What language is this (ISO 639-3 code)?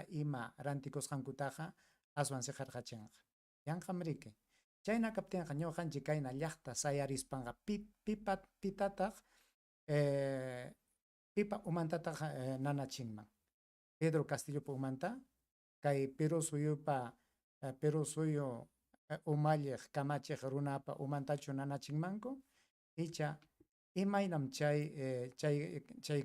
quy